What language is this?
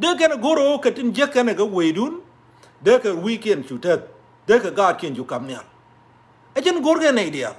Nuer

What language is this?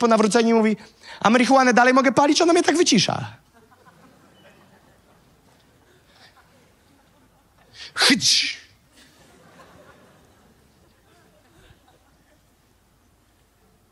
Polish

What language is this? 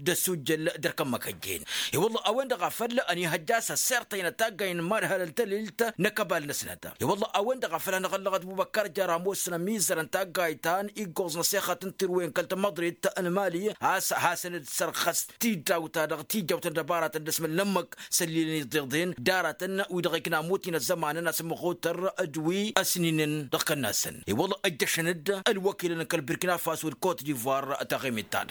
Tamasheq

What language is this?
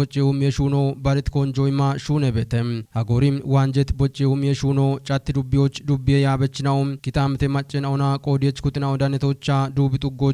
Kafa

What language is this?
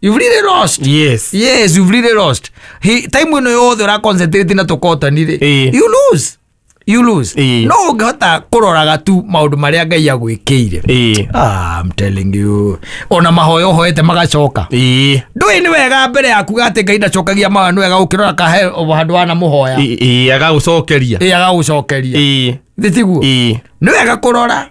Kikuyu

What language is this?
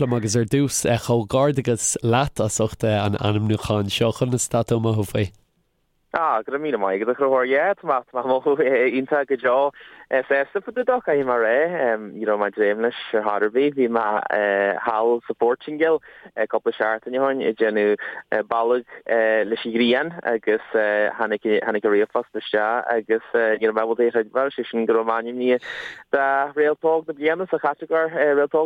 Irish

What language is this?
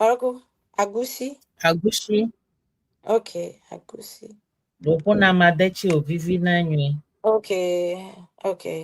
Ewe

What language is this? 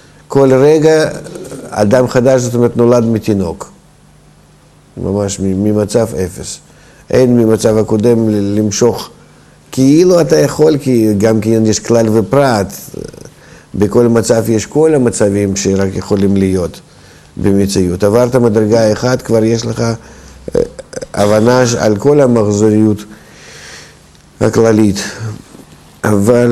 Hebrew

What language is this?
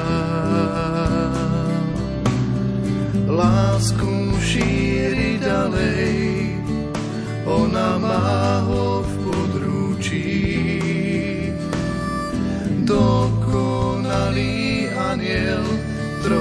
Slovak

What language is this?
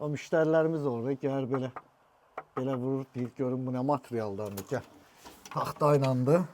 Azerbaijani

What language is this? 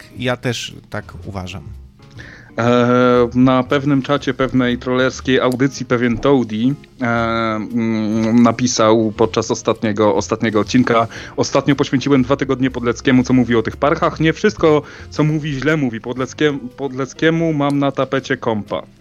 Polish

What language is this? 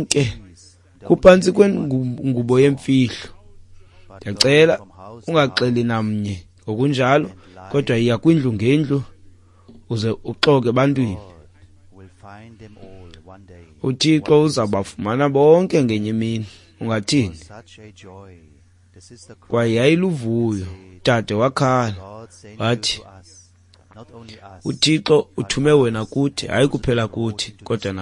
Xhosa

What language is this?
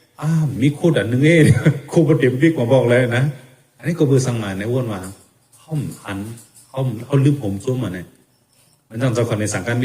Shan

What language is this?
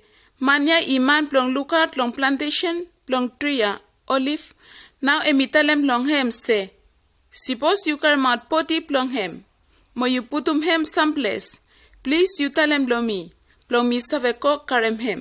Bislama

